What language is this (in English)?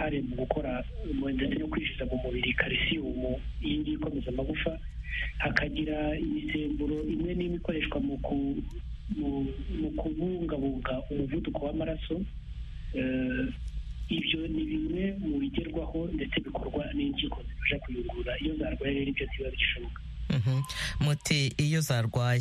Kinyarwanda